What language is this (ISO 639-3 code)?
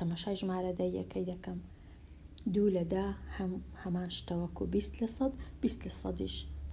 ckb